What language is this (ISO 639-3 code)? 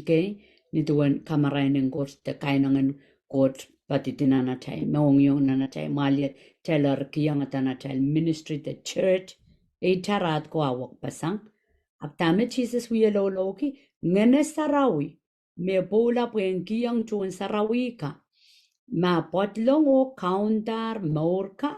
pon